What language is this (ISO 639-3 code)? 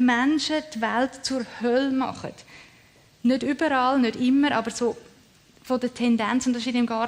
gsw